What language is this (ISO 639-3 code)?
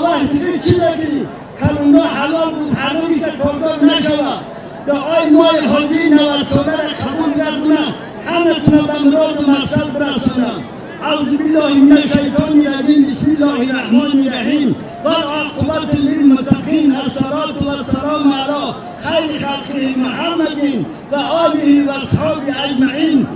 tgk